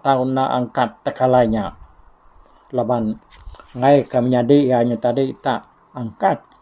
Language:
Iban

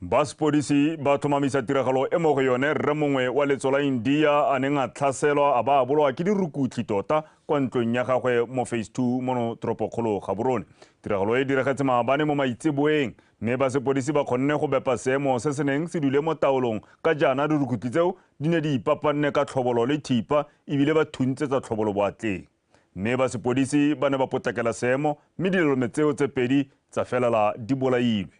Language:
Tswana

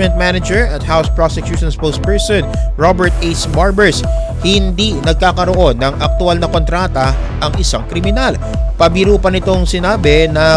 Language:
Filipino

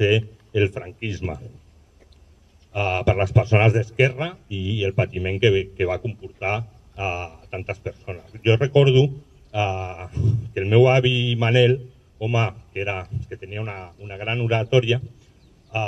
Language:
Catalan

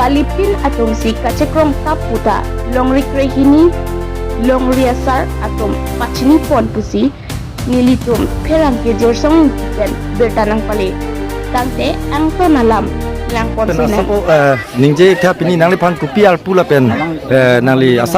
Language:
Karbi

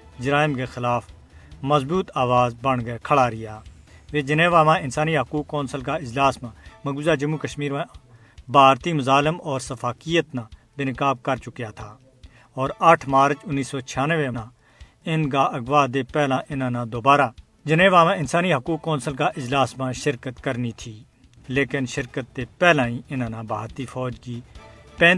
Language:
Gujari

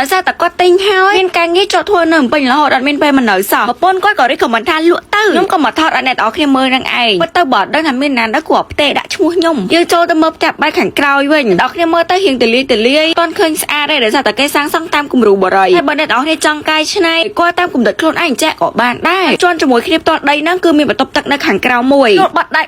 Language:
Khmer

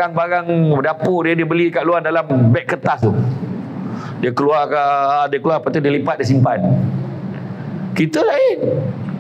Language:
Malay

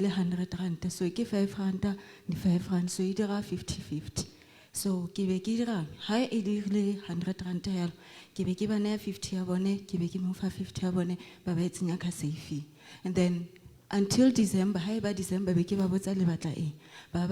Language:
Southern Sotho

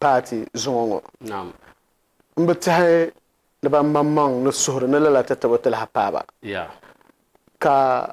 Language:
Dagbani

